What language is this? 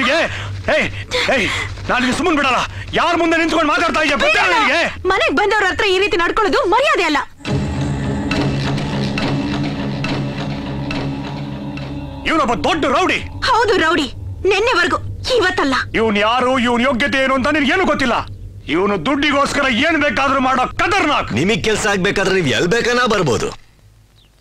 Kannada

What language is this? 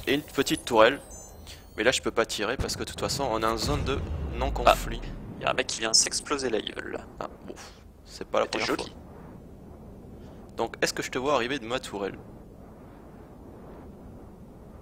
French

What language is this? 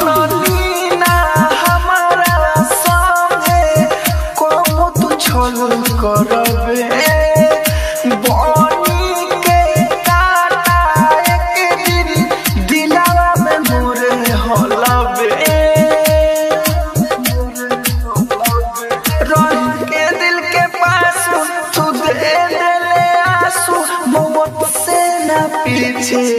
Bhojpuri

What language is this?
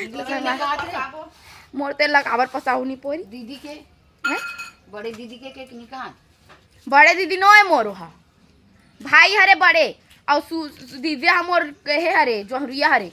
Chhattisgarhi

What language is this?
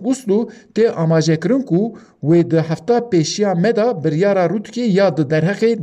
Kurdish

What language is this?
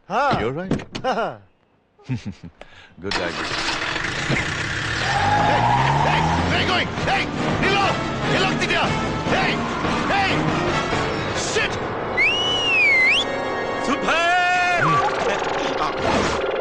Kannada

